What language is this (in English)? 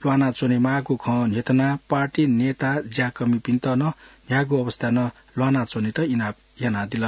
Newari